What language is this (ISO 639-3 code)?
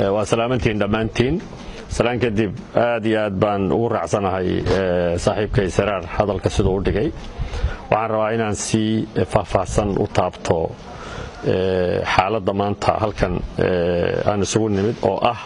som